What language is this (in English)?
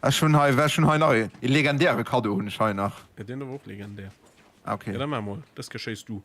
Luxembourgish